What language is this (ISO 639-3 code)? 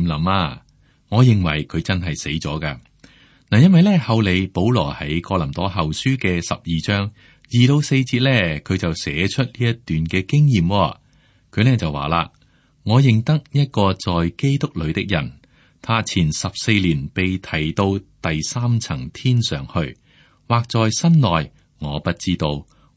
yue